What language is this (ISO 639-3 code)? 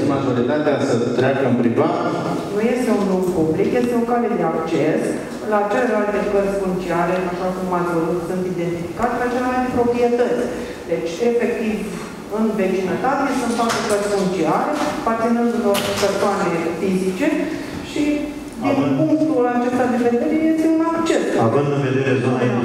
ron